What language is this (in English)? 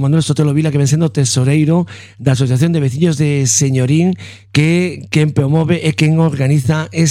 Galician